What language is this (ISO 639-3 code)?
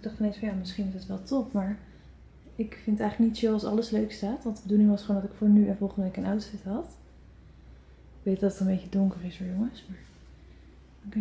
nld